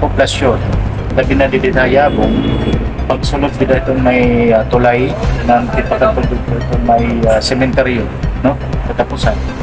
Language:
Waray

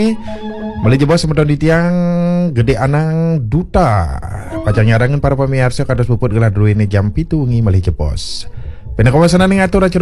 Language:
Balinese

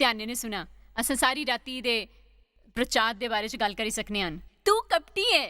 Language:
Dogri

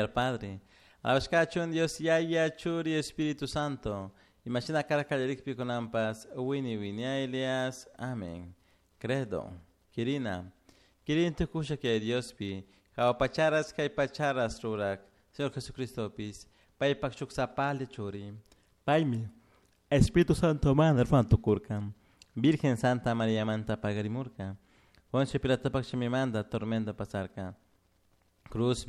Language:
Chimborazo Highland Quichua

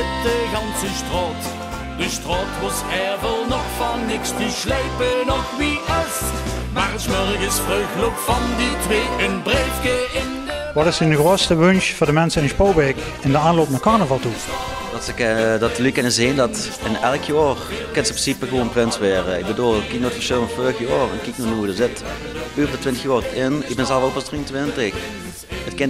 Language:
Limburgish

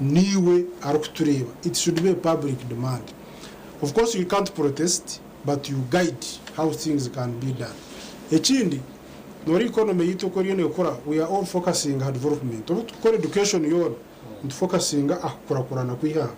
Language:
Nyankole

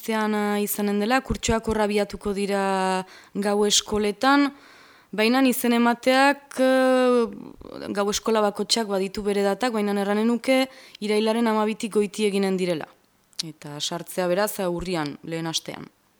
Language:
Basque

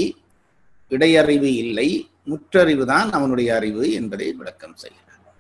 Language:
Tamil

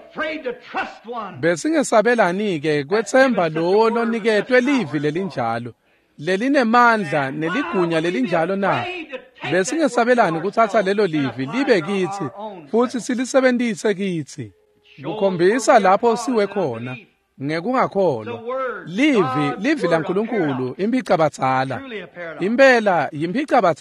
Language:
Swati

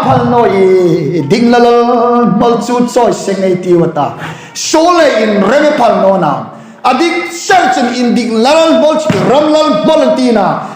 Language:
Hmar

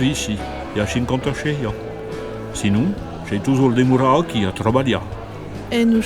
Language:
Occitan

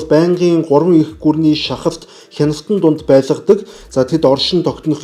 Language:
Mongolian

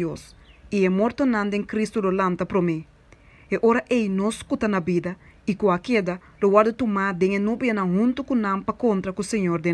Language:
Papiamento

